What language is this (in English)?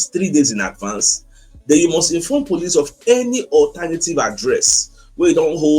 Nigerian Pidgin